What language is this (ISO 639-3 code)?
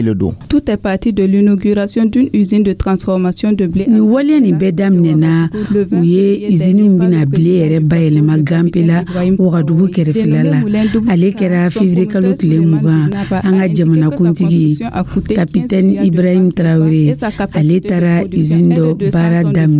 dyu